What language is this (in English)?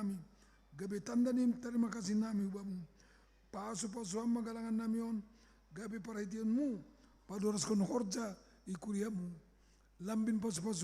Batak Simalungun